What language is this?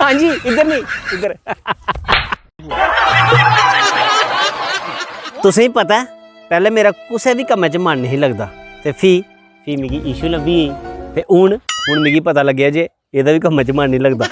Dogri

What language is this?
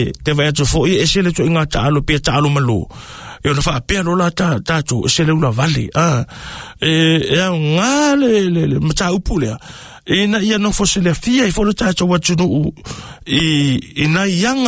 Samoan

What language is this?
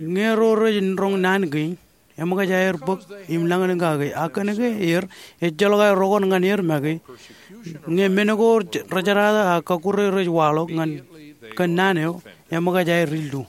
Marshallese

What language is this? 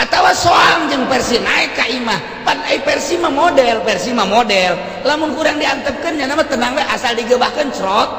Sundanese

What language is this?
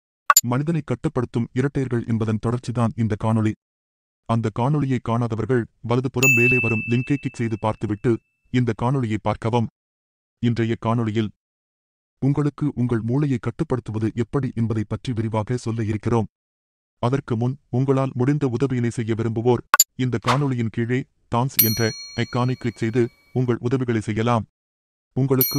Tamil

